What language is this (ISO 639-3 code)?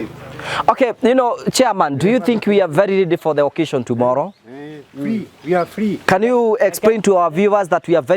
kik